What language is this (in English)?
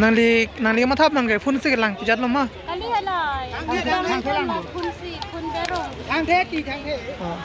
Karbi